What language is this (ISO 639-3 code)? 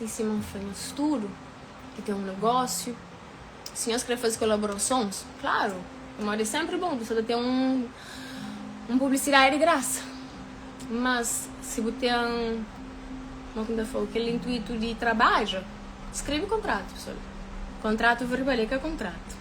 kea